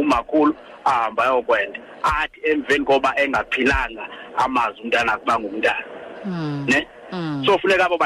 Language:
Xhosa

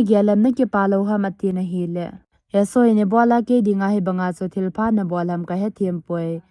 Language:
Thado Chin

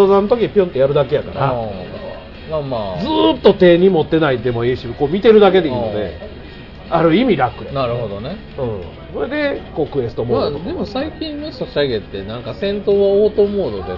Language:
Japanese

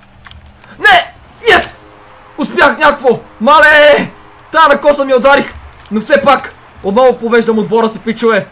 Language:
Bulgarian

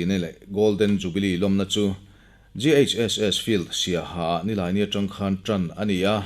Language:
Mizo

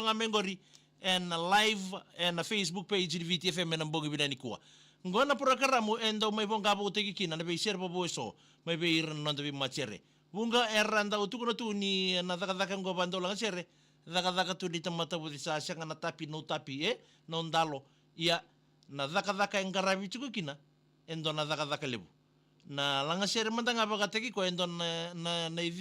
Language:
Fijian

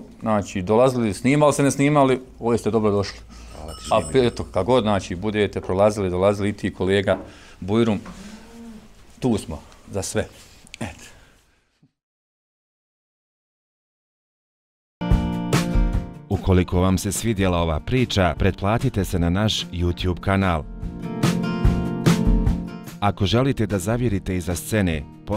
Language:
Bosnian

